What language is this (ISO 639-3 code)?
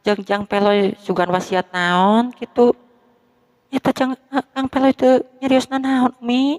sun